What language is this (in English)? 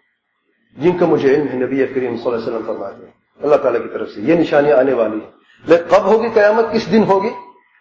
Urdu